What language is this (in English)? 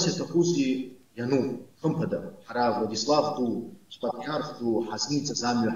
Abkhazian